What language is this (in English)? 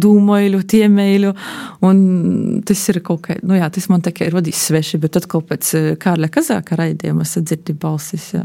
Latvian